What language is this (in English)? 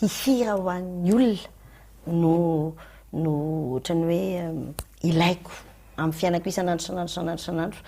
Malagasy